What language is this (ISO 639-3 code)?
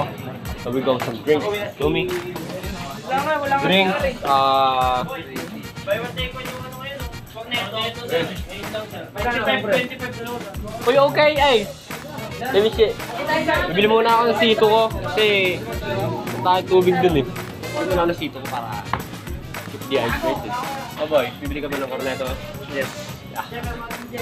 fil